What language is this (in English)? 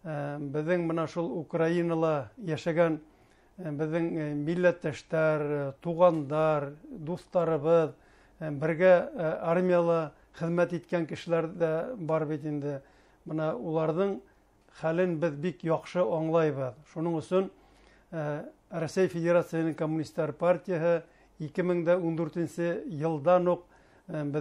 Bashkir